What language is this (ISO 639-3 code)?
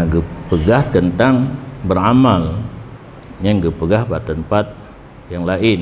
ace